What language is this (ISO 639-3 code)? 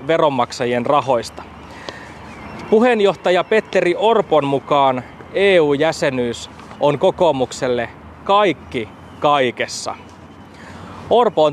fin